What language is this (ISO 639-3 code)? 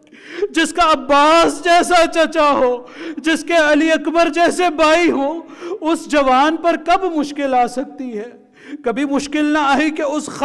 urd